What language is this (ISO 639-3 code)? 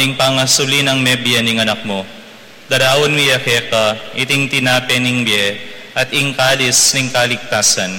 pam